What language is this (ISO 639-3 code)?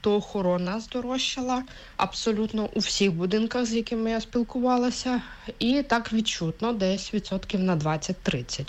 ukr